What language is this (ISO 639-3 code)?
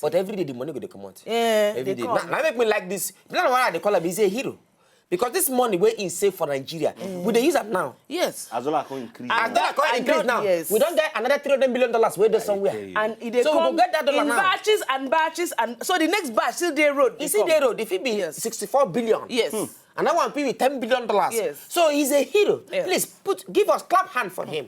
pcm